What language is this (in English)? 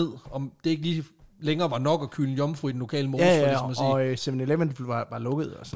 Danish